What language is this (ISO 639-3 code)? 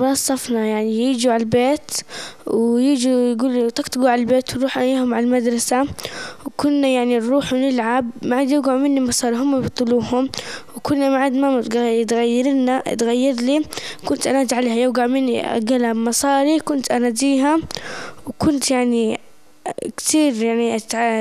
apc